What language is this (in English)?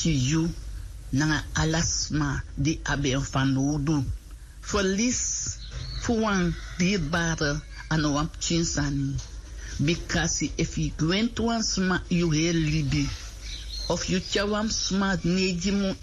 Sranan Tongo